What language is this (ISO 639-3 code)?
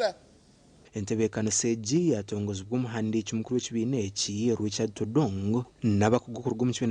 nyn